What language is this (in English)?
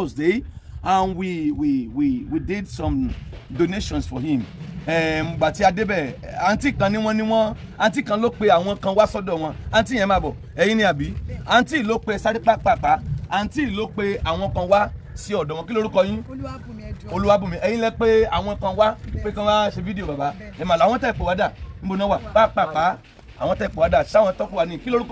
Yoruba